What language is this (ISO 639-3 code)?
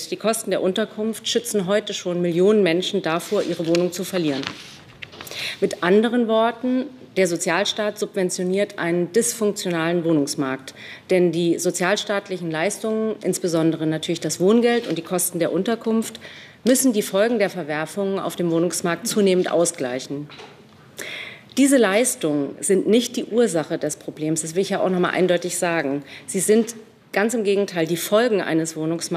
deu